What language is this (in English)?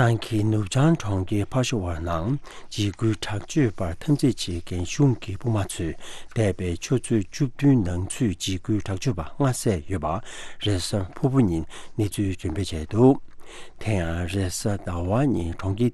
Tibetan